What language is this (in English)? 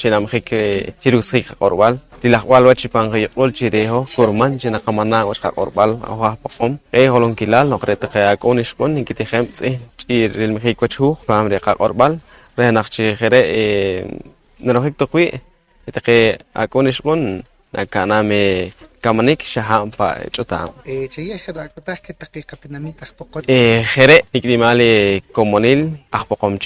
Poqomchi'